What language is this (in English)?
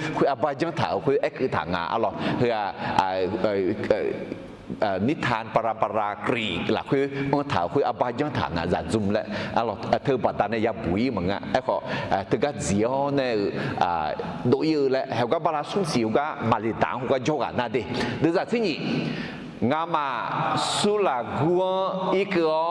Akha